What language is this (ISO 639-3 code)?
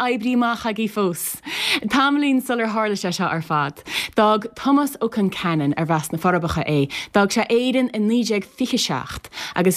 gle